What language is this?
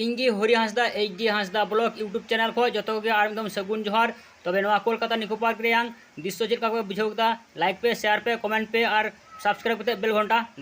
Santali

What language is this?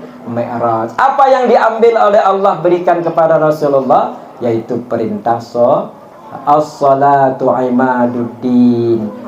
Banjar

